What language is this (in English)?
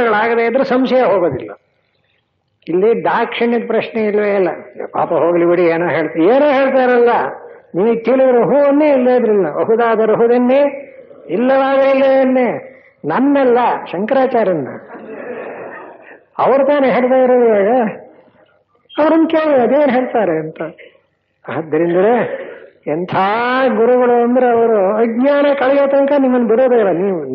Kannada